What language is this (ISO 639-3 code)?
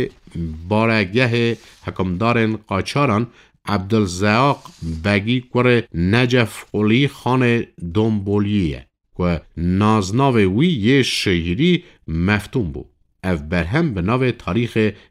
kur